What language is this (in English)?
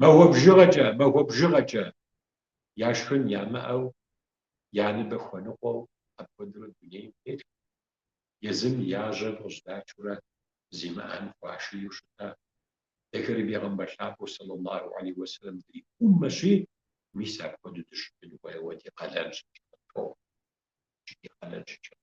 Kabardian